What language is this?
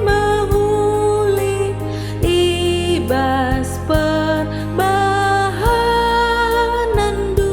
Batak Karo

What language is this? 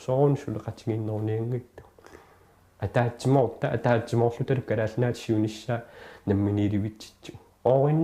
Kalaallisut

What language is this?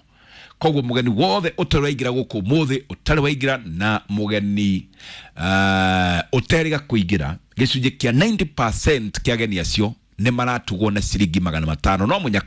Kikuyu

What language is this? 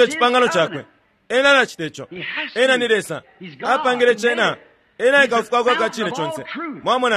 Bemba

